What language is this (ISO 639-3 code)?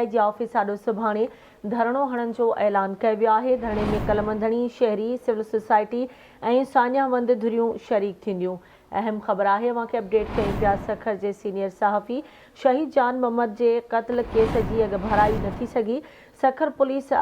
snd